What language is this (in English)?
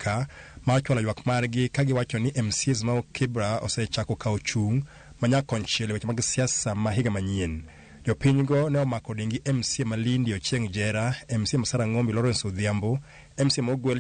Luo (Kenya and Tanzania)